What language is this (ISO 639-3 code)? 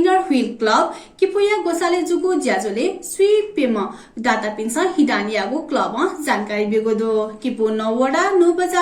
new